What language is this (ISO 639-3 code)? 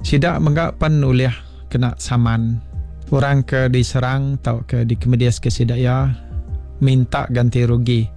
iba